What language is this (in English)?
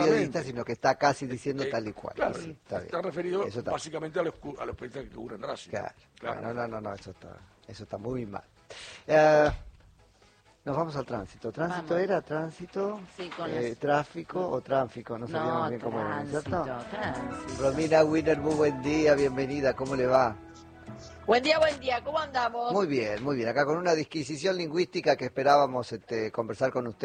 Spanish